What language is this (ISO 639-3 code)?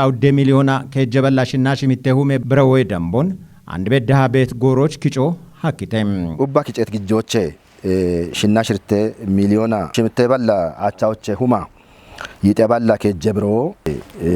kbr